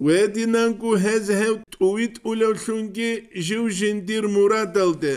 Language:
Avaric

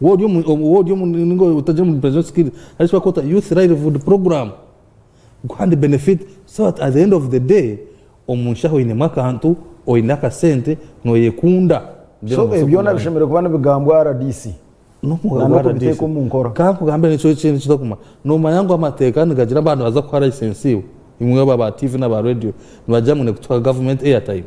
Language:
Nyankole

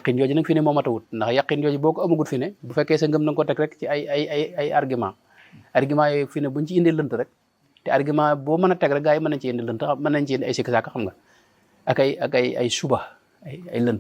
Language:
Wolof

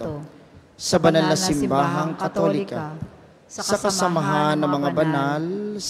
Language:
Filipino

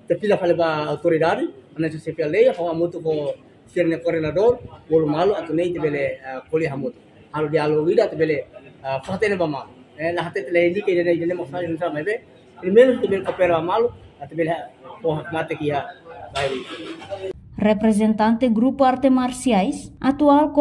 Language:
Tetum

